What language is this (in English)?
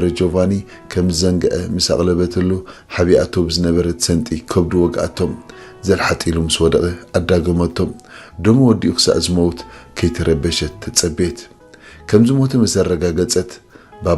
Tigrinya